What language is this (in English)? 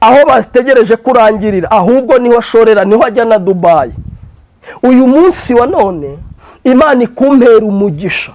Kinyarwanda